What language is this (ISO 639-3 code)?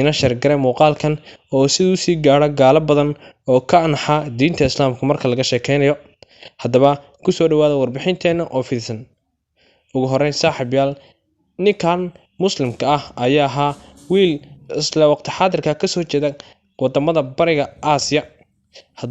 som